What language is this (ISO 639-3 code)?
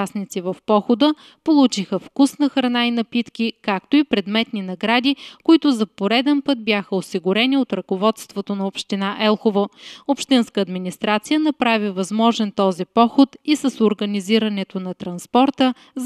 bul